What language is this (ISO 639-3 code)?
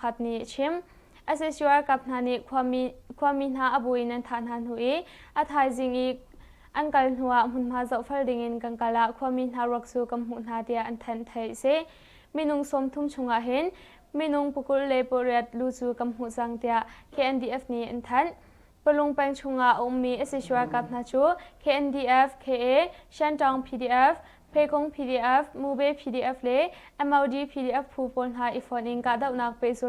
cnh